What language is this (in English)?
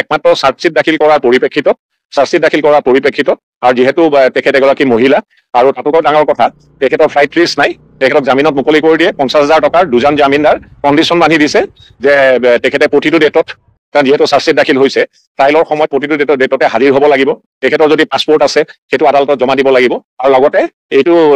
Assamese